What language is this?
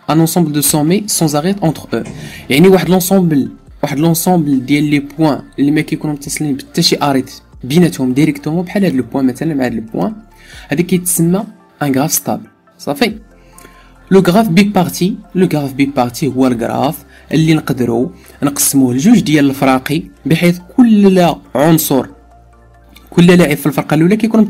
Moroccan Arabic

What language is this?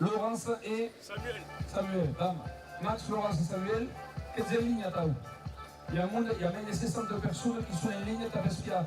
Occitan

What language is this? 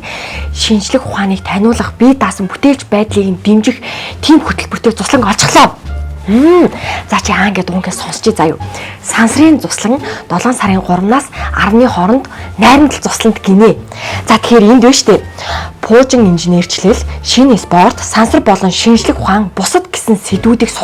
Mongolian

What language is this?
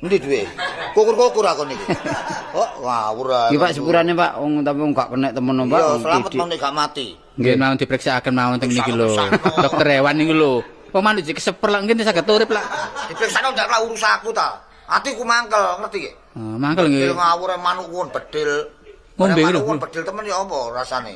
Javanese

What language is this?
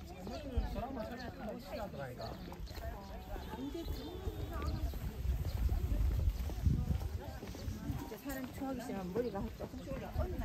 Korean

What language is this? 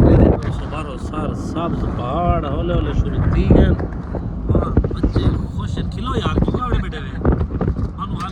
Saraiki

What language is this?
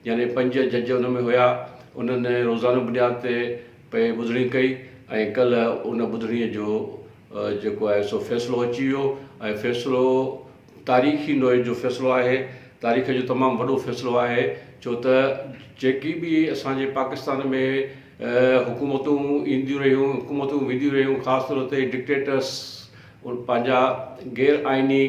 Sindhi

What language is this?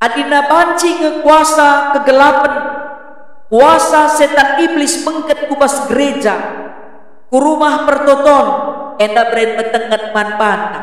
Batak Karo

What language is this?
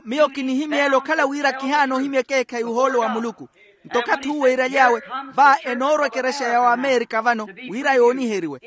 Makhuwa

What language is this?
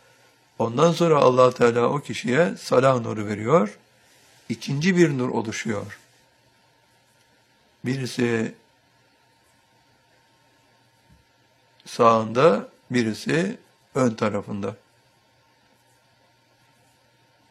Turkish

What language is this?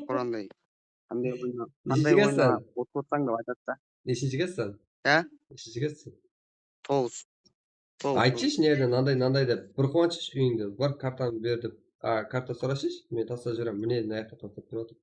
Kara-Kalpak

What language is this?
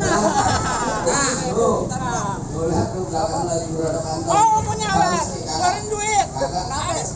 Betawi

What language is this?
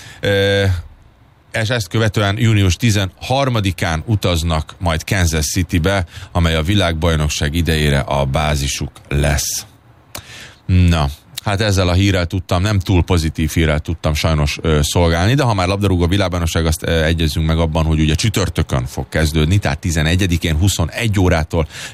Hungarian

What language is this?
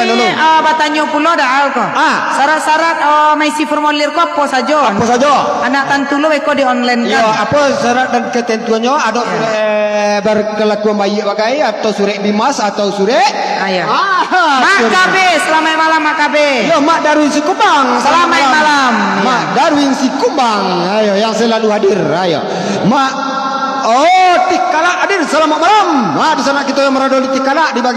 Minangkabau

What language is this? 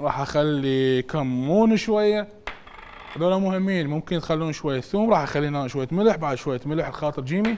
Mesopotamian Arabic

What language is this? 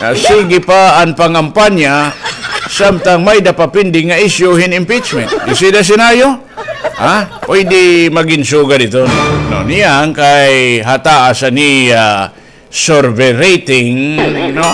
Waray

